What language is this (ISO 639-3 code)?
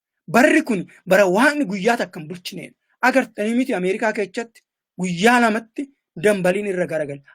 orm